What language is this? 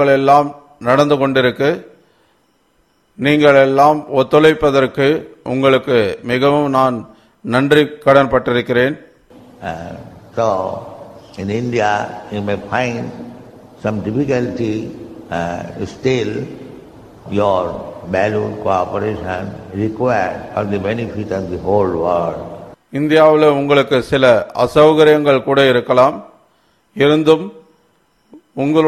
Tamil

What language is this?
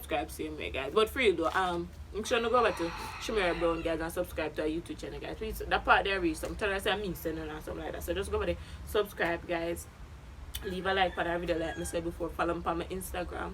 Jamaican Creole English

